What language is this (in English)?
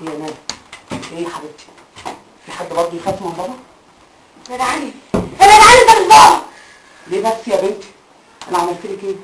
Egyptian Arabic